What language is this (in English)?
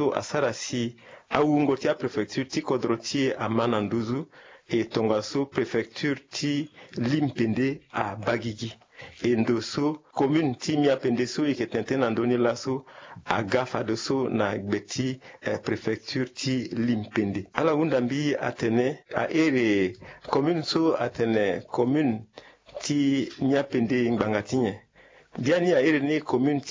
Sango